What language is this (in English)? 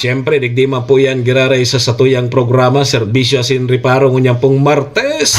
Bikol